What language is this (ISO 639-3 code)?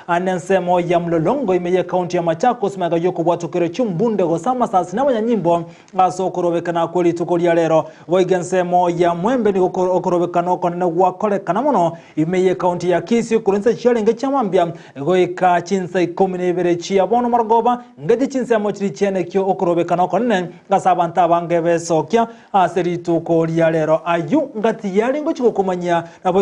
guz